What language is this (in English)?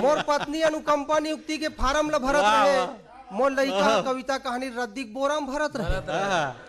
Chhattisgarhi